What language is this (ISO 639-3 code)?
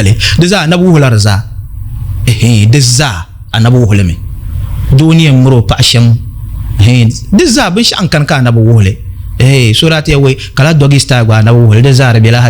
dag